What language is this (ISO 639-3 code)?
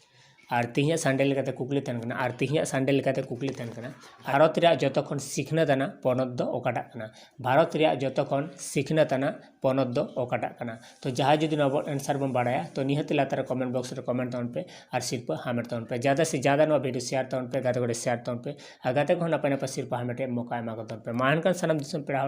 sat